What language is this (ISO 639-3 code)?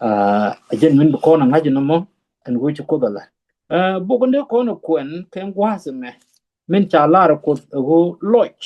nus